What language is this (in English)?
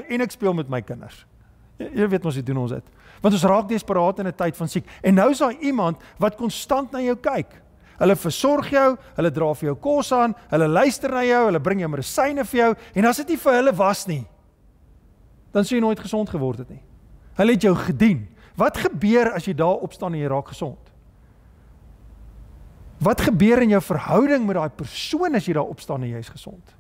Afrikaans